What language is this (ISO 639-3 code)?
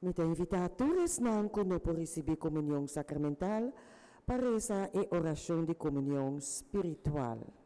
pap